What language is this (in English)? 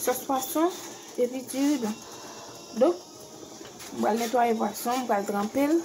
Haitian Creole